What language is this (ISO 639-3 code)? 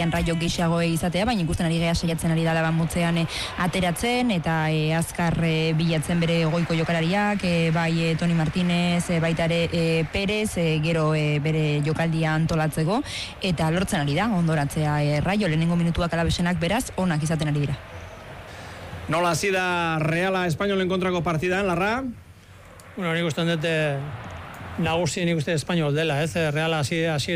eus